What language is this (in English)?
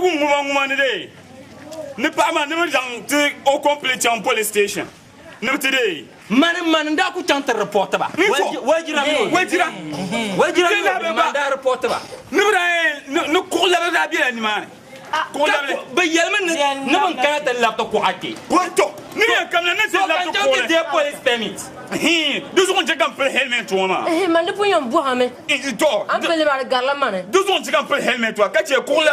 Dagbani